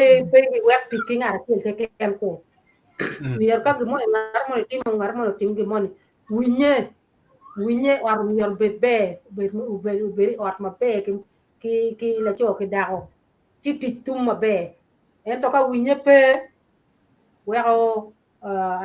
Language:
Acoli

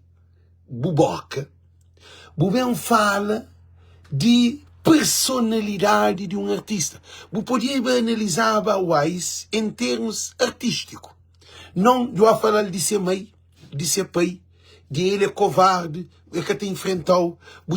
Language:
Kabuverdianu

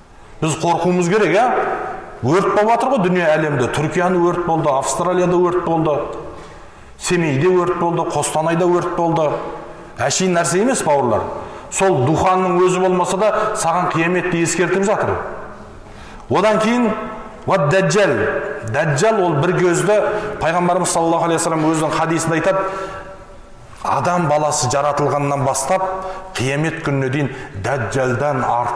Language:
Kazakh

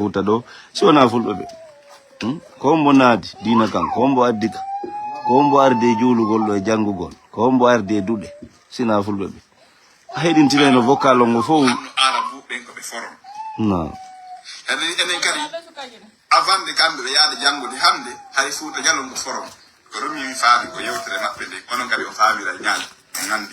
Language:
Fula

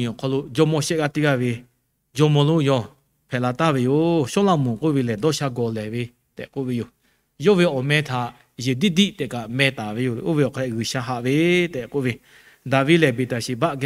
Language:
Lahu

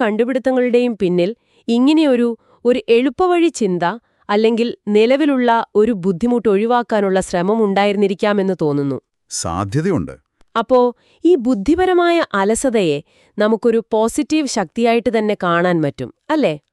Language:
Malayalam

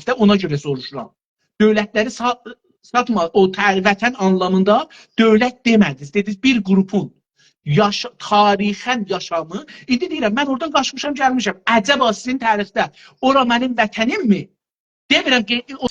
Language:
South Azerbaijani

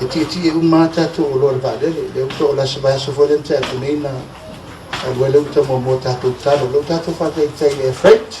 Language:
Samoan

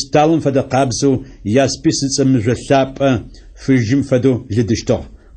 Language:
Adyghe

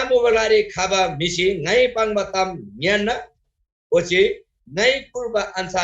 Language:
Eastern Tamang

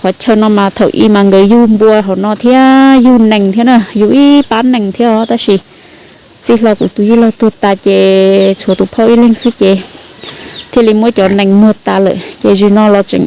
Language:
Hmong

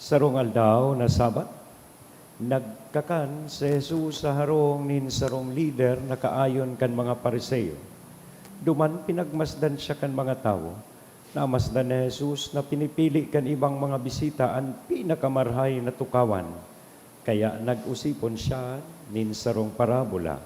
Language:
Bikol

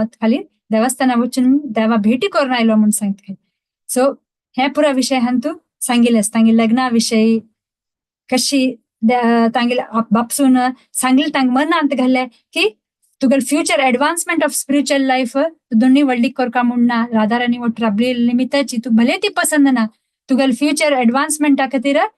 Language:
Konkani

